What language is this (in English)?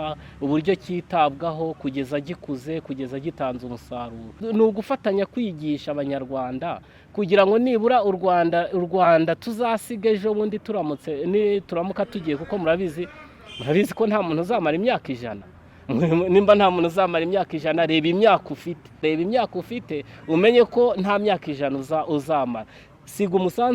Kinyarwanda